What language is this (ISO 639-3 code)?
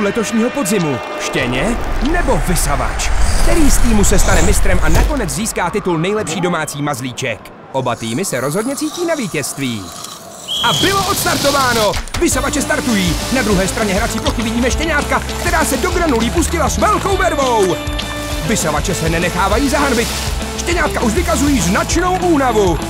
ces